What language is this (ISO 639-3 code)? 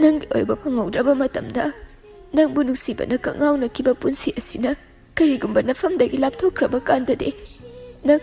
mni